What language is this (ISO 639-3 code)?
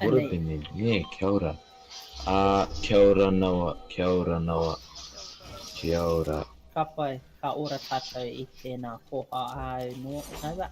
mri